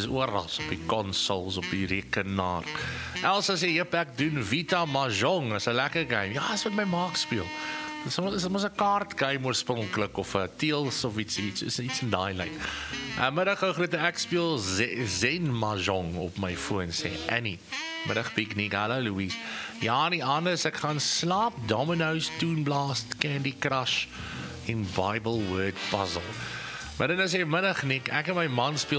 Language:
Afrikaans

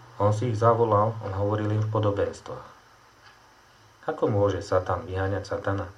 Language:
Slovak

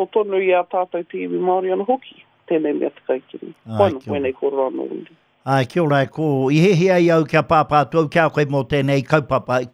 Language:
Māori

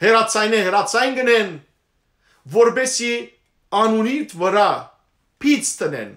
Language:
Western Armenian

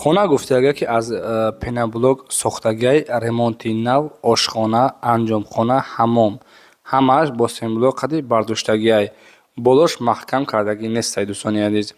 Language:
Tajik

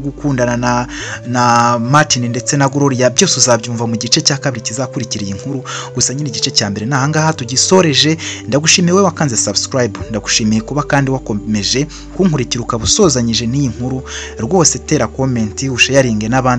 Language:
Kinyarwanda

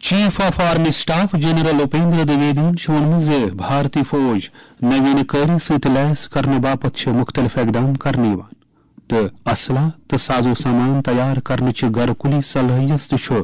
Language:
Kashmiri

